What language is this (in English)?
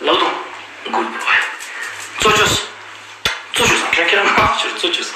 Ladakhi